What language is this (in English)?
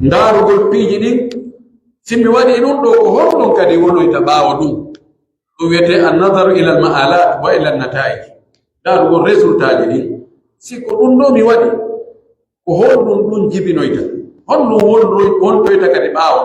Pular